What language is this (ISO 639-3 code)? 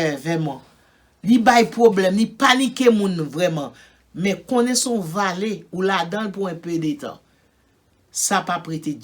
hat